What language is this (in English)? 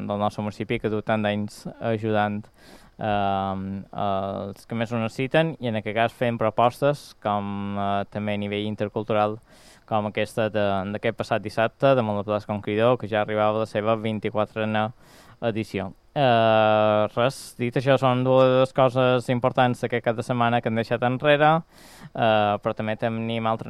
Catalan